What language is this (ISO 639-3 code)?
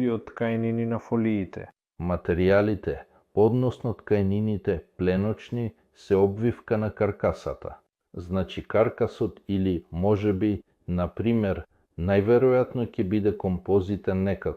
mkd